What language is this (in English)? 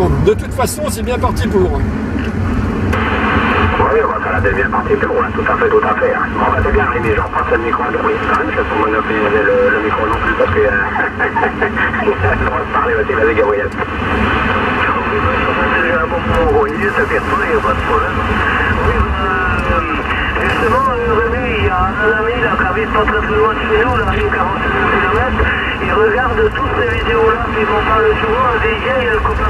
French